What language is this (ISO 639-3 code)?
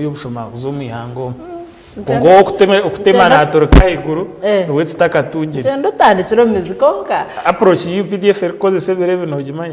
nyn